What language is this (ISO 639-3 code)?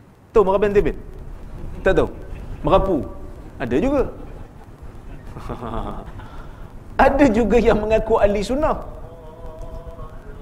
msa